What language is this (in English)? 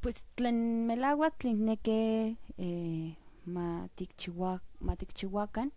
Central Nahuatl